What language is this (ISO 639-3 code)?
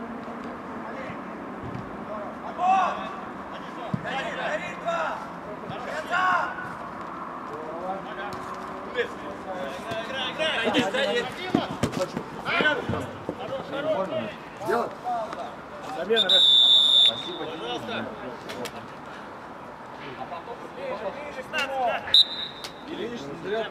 rus